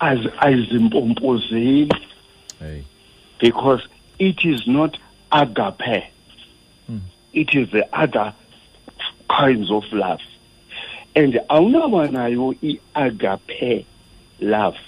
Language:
Xhosa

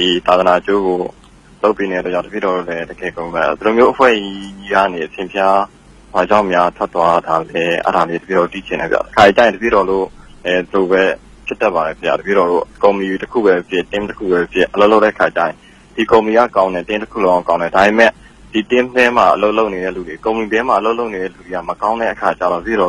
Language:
Burmese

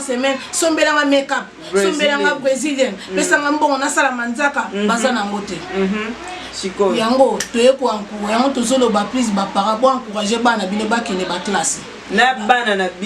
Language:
Lingala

